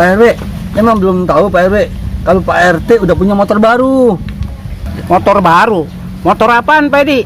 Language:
Betawi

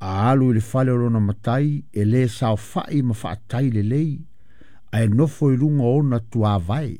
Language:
Samoan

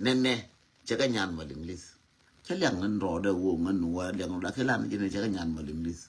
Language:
Nuer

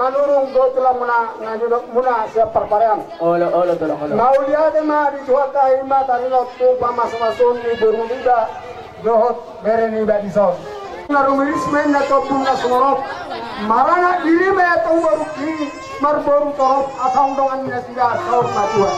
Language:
Batak Toba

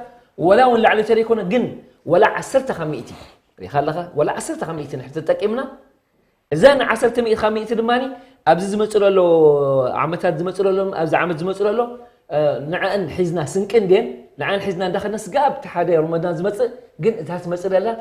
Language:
Tigrinya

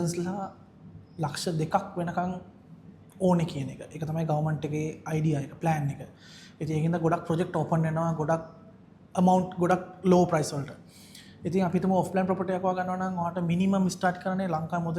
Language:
Sinhala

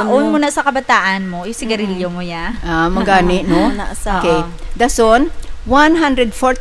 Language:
Hiligaynon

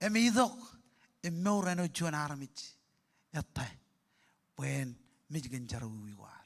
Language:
Marshallese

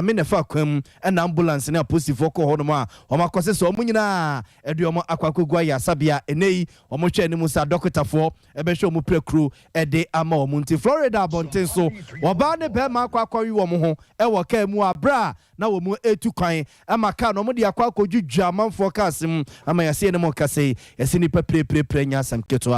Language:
Akan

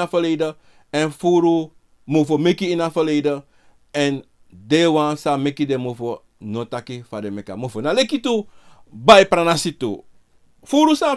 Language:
Sranan Tongo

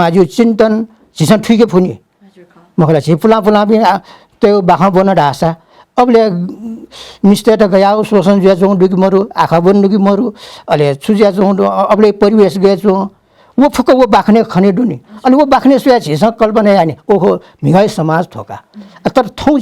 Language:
Newari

